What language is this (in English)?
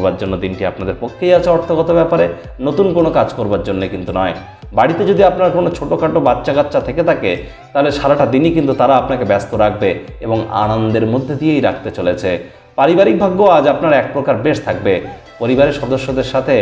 Bangla